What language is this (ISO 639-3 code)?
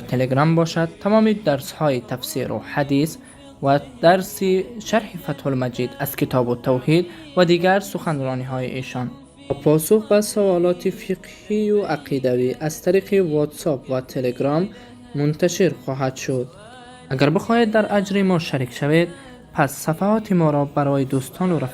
fas